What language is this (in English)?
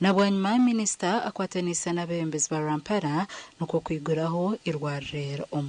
Nyankole